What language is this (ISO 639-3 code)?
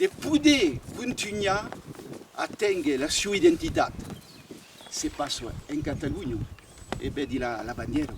oci